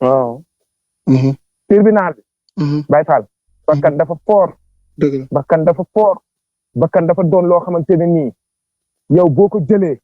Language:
Wolof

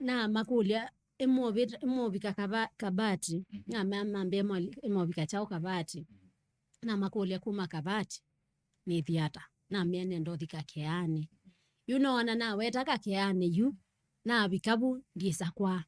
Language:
Kamba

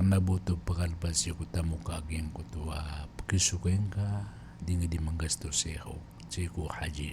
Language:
Maranao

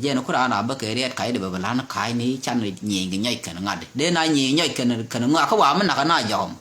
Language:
Nuer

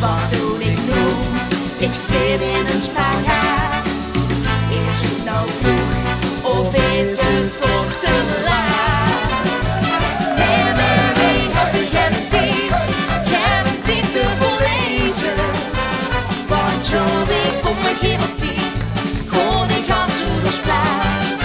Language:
Limburgish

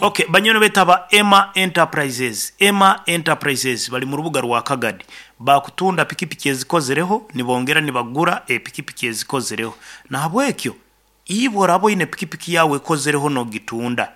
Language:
Nyoro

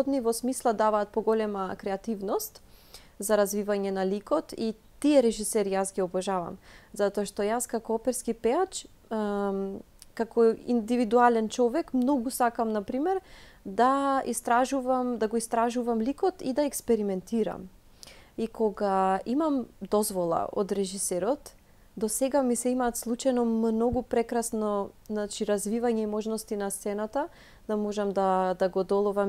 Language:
Macedonian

